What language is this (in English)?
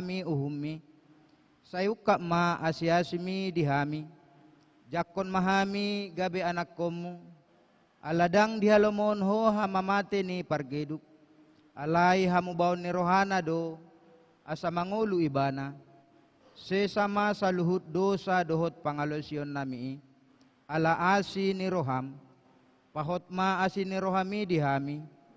Batak Toba